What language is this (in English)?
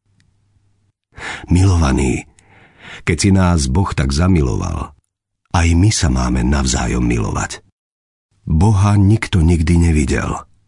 Slovak